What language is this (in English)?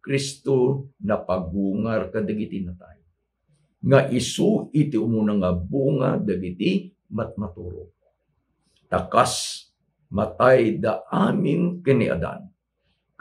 Iloko